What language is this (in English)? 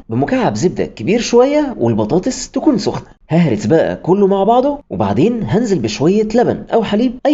Egyptian Arabic